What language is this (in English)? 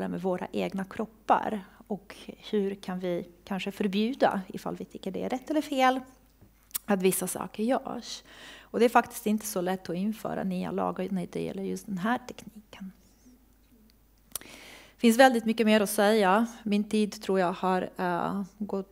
Swedish